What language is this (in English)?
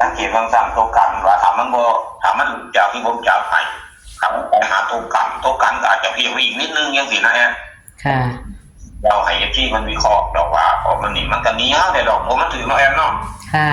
Northeastern Thai